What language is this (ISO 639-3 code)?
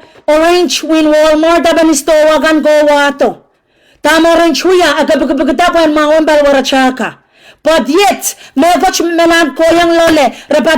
pon